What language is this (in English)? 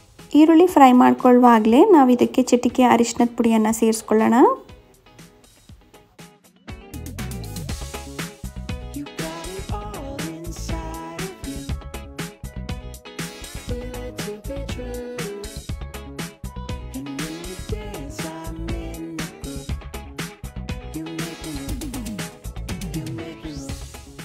Kannada